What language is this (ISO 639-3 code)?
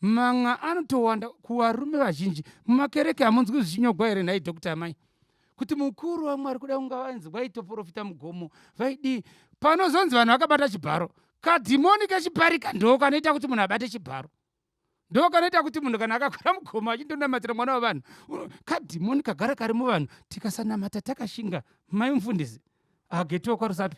sna